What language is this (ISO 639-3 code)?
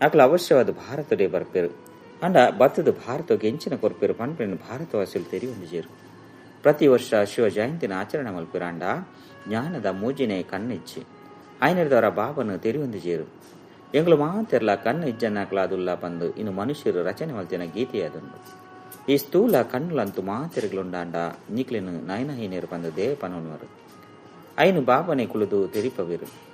tcy